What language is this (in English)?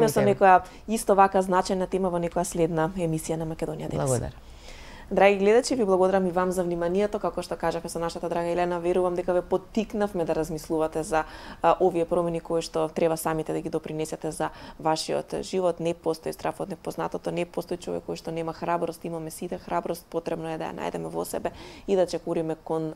Macedonian